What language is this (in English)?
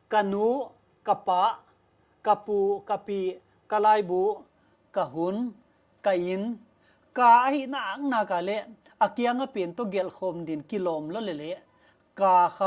Paite Chin